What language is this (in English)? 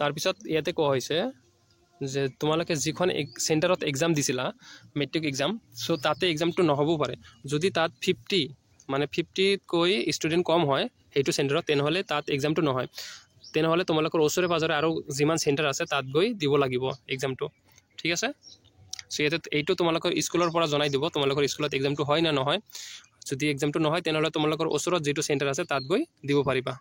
Assamese